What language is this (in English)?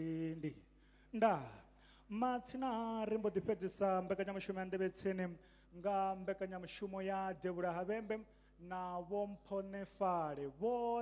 Venda